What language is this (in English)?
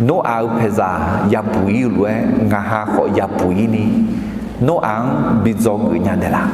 Akha